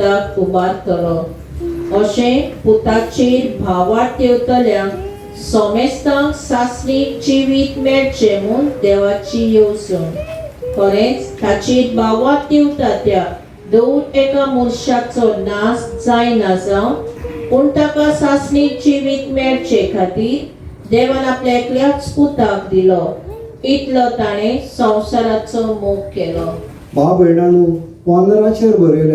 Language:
Konkani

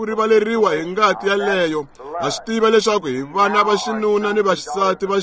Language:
Tsonga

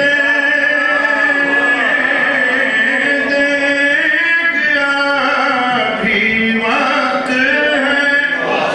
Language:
Urdu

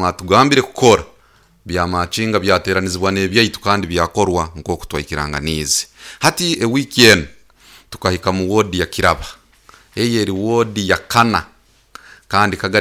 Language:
Nyoro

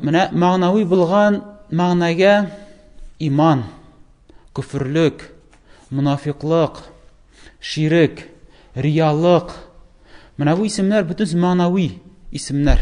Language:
Tatar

